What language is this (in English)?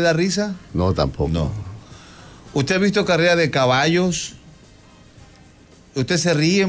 Spanish